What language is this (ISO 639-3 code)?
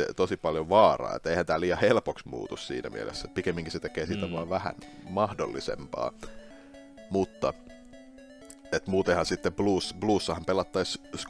fin